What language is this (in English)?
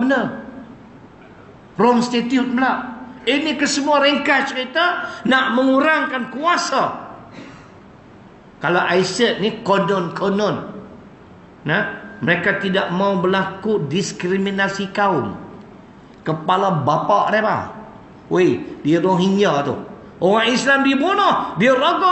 Malay